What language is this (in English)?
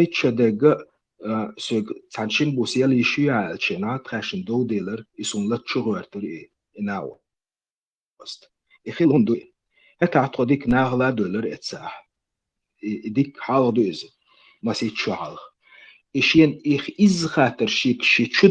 Chechen